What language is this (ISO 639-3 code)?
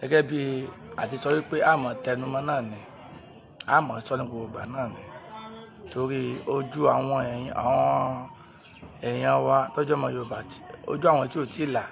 yor